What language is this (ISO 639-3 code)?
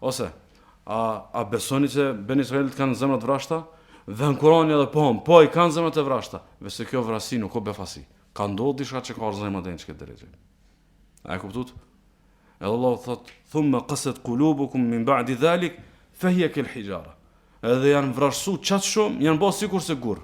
sqi